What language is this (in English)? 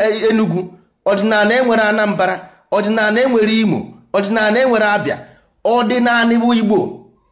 Igbo